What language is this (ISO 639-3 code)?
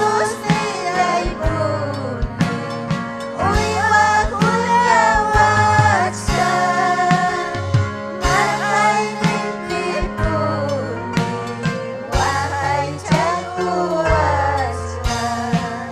quy